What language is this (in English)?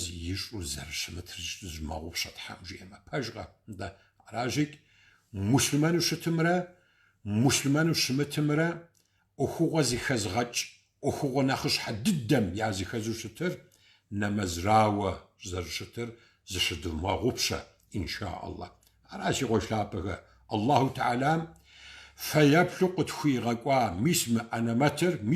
Kabardian